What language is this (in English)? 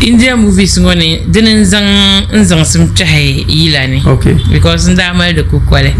Dagbani